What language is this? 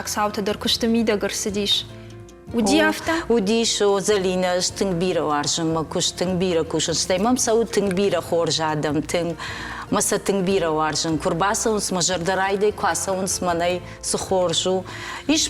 Ossetic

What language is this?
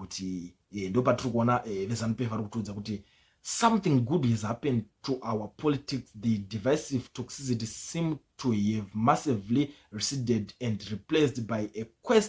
Shona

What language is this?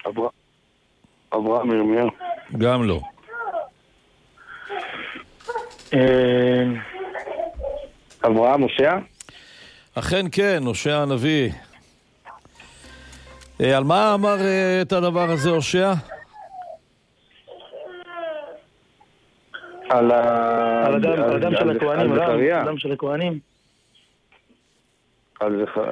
Hebrew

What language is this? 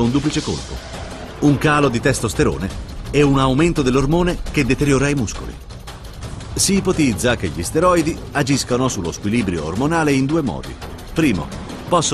Italian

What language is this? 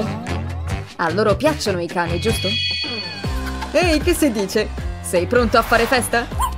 Italian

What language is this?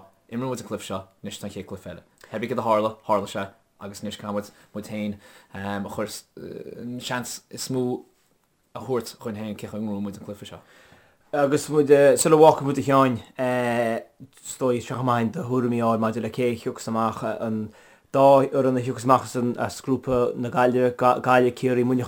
Irish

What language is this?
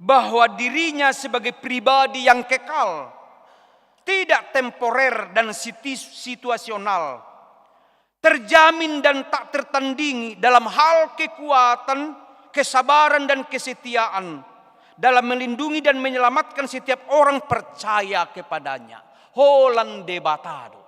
Batak Toba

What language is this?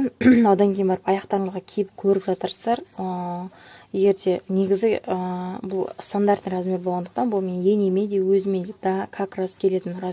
Kazakh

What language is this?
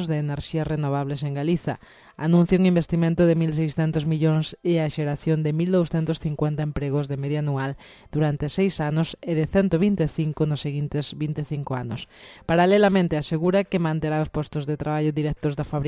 Galician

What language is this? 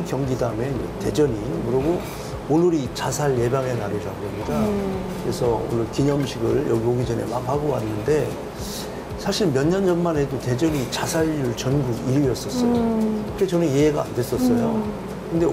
Korean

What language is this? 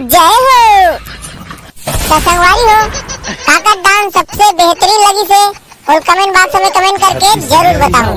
Chhattisgarhi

